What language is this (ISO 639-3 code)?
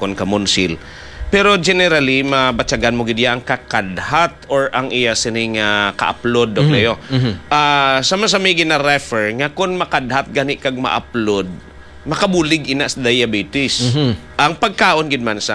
hil